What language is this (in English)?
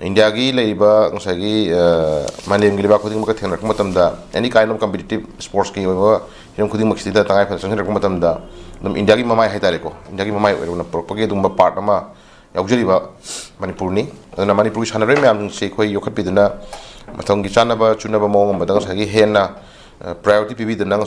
Manipuri